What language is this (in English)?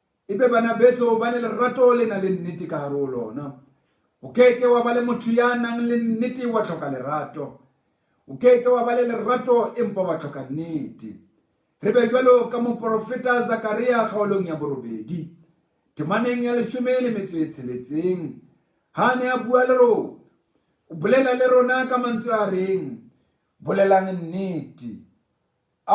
Southern Sotho